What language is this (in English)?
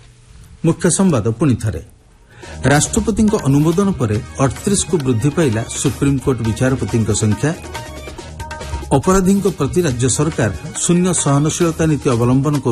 Odia